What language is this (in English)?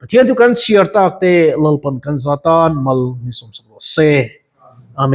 Mizo